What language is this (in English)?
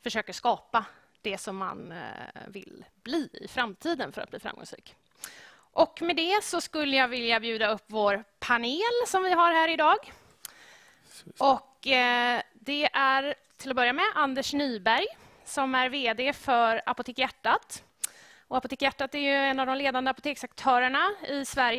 Swedish